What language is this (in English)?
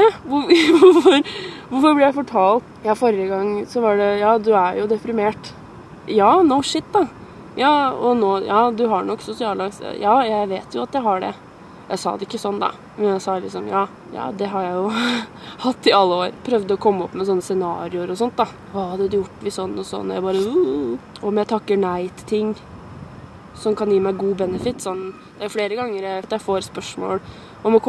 Norwegian